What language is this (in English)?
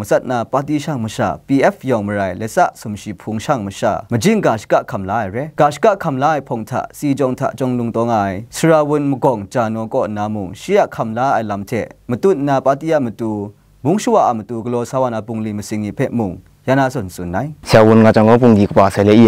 Kachin